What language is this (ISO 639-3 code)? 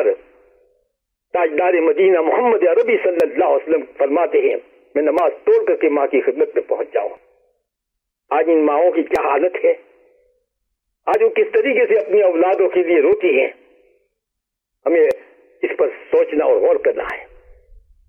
urd